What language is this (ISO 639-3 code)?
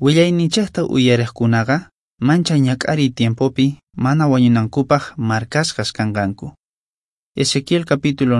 que